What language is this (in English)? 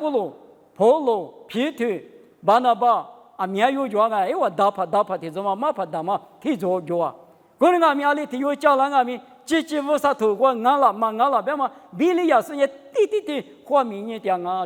Lisu